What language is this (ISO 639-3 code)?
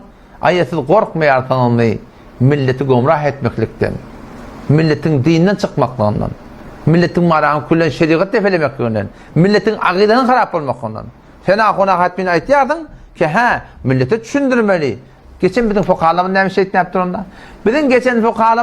tuk